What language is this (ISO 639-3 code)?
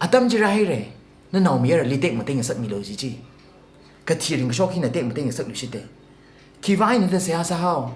nmf